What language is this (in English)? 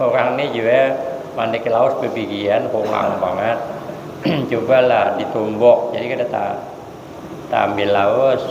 Banjar